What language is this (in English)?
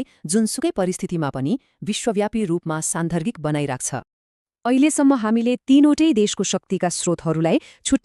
Nepali